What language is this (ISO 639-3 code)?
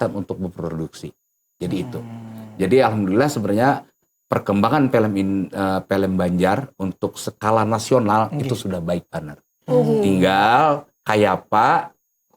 bjn